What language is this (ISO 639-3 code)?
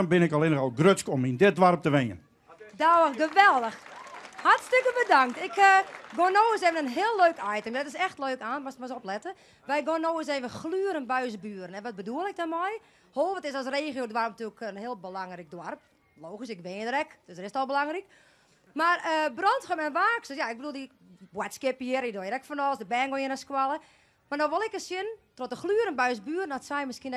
fry